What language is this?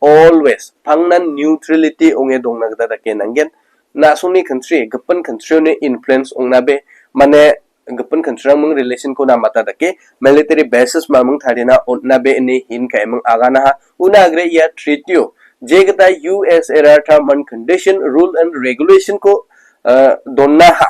Garo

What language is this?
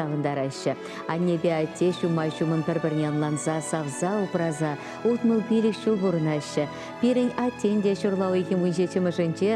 Chuvash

